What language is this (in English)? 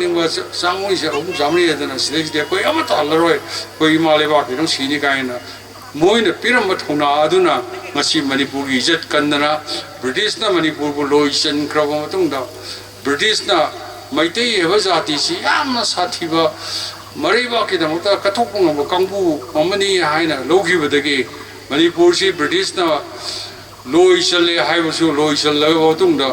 Manipuri